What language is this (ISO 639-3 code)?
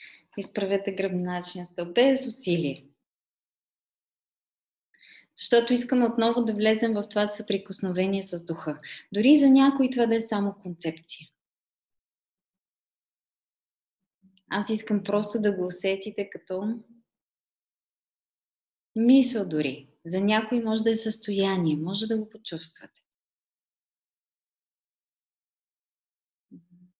bul